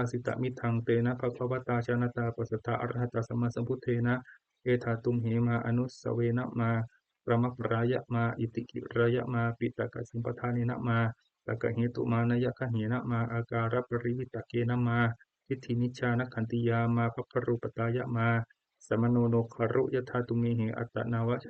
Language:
Pali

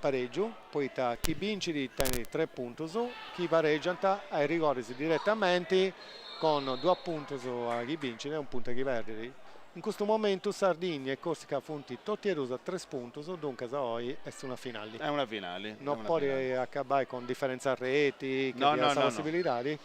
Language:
Sardinian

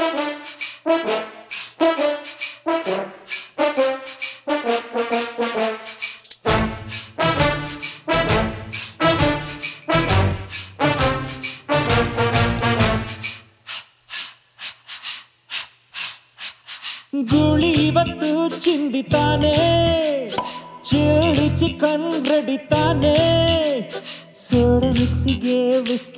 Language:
Kannada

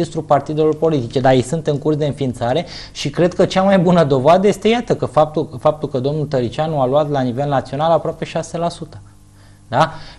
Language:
Romanian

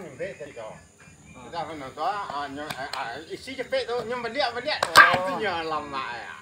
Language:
Minangkabau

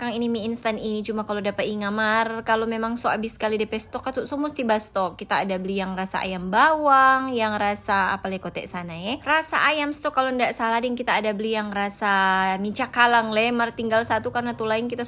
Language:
Manado Malay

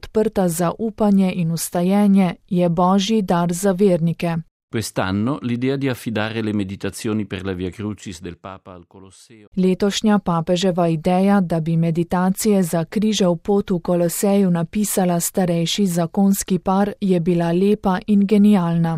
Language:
Slovenian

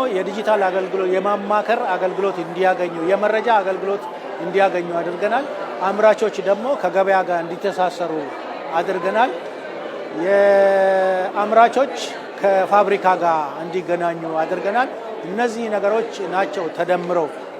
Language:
Amharic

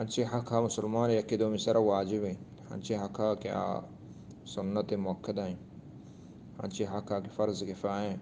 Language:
Eastern Balochi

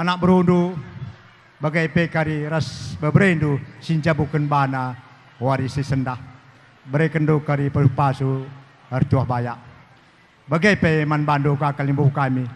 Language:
Batak Karo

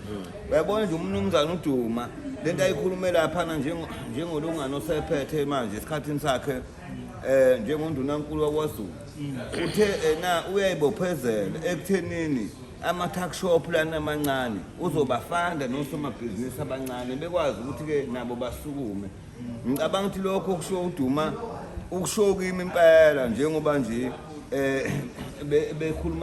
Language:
Zulu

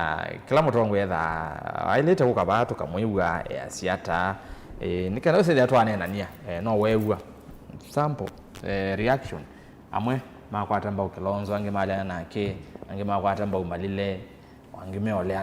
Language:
Kamba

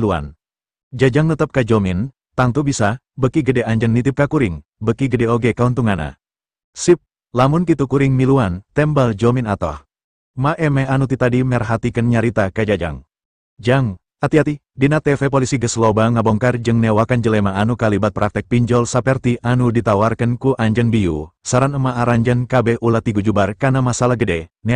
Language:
Sundanese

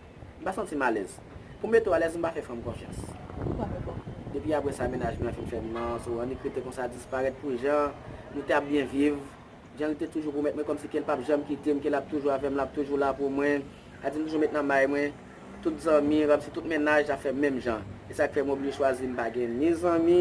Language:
Haitian Creole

